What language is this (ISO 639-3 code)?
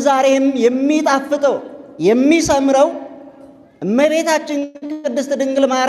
amh